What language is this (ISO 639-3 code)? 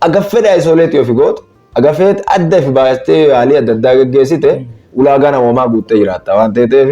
orm